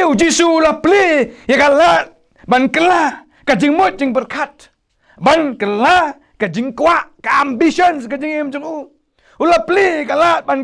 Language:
Khasi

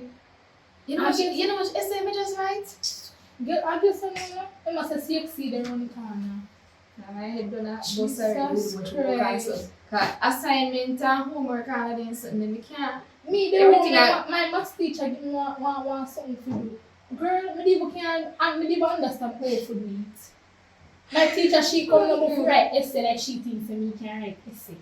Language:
Jamaican Creole English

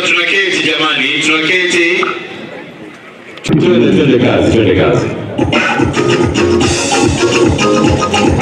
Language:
Swahili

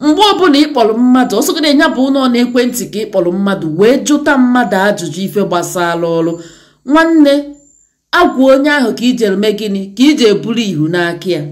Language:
Igbo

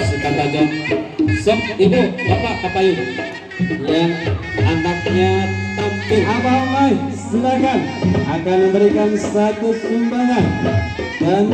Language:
Sundanese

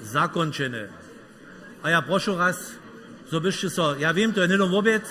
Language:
Upper Sorbian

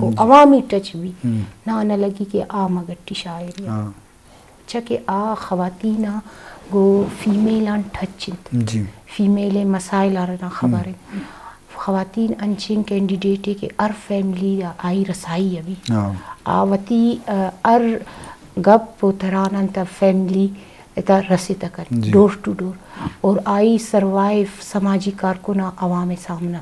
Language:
Eastern Balochi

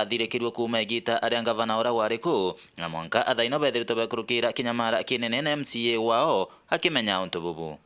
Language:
Meru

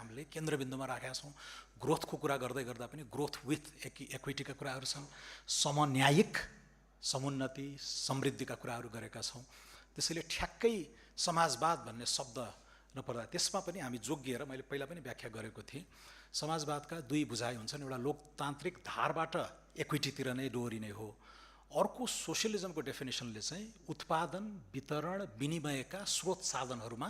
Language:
Nepali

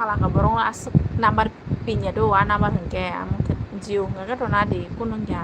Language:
Kok Borok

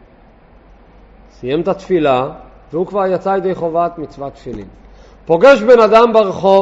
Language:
Hebrew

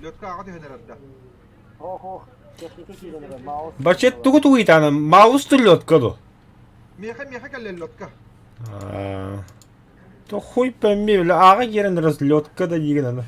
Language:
Yakut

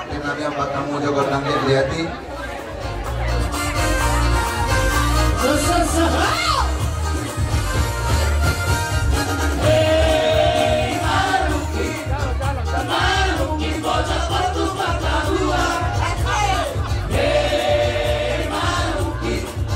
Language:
Batak Toba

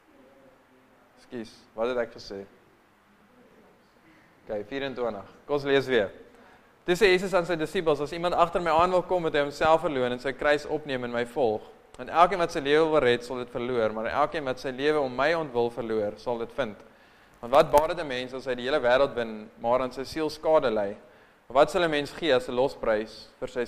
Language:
Afrikaans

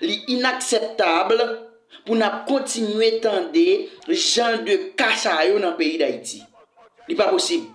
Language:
Haitian Creole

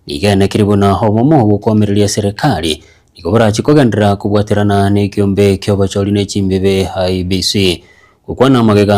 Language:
Gusii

